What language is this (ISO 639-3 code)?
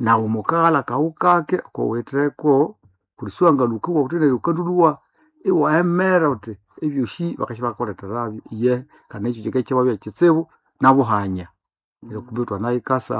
nnb